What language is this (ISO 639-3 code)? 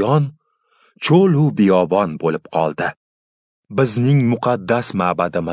uzb